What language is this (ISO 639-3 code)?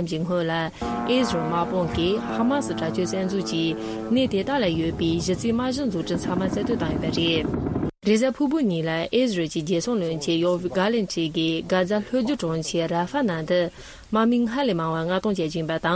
bod